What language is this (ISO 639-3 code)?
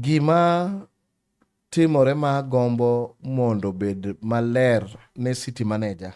luo